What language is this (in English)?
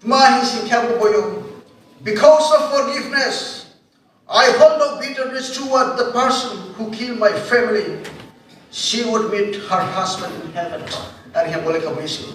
Riang (India)